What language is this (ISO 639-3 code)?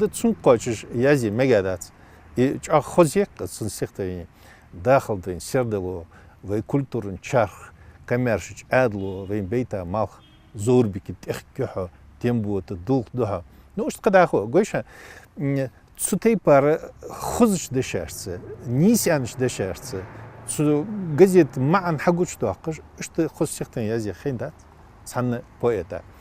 inh